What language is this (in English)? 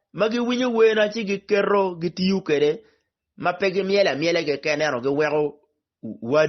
Acoli